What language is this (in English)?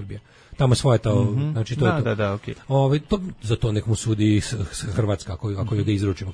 Serbian